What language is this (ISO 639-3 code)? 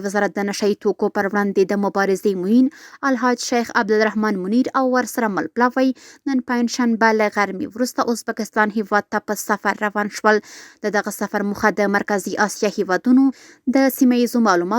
pus